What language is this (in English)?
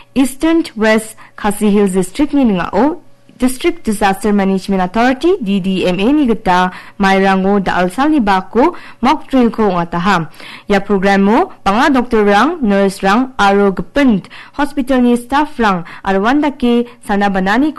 Garo